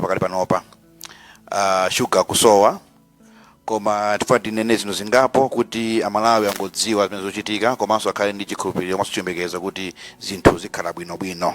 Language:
Nyanja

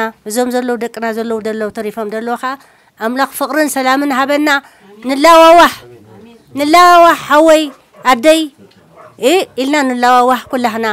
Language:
Tigrinya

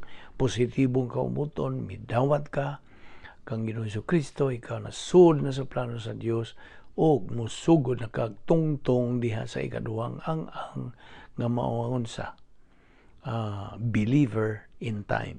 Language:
Cebuano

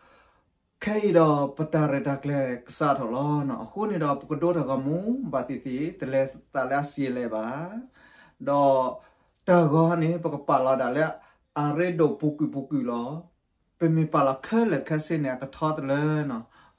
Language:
S'gaw Karen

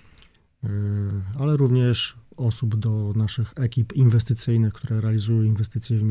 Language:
Polish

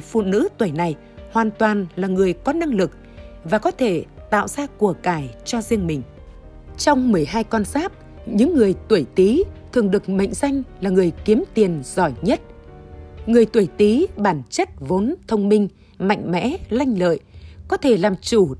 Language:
Vietnamese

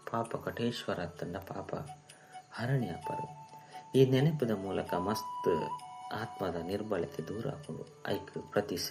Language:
Tulu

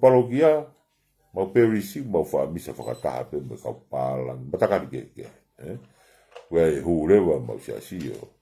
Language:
Tongan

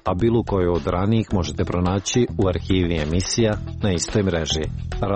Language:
Croatian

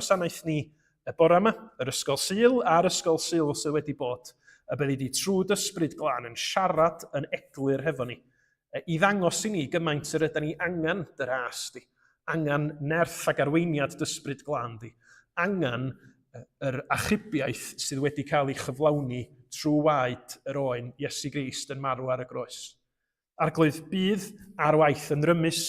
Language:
Welsh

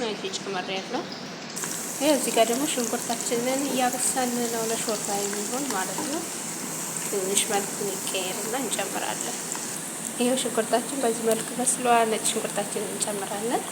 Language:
Amharic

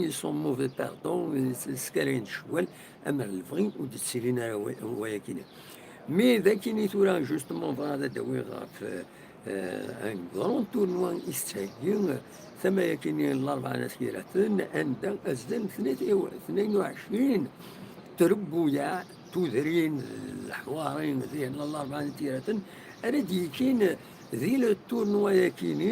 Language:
Kabyle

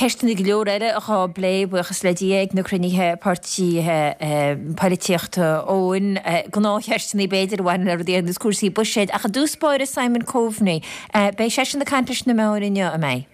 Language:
Irish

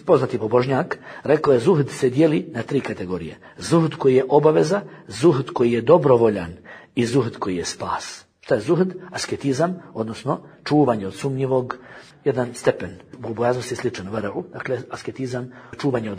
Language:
Bosnian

